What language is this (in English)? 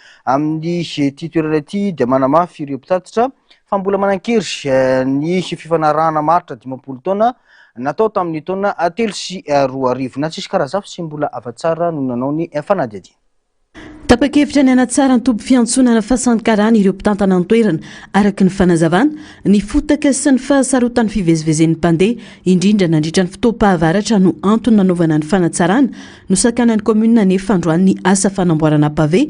Malagasy